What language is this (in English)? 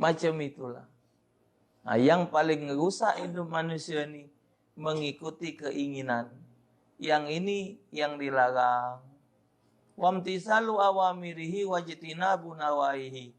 Musi